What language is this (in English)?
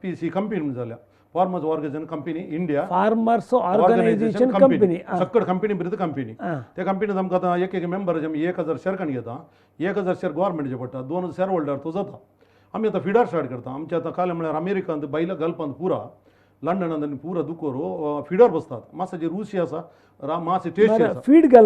Konkani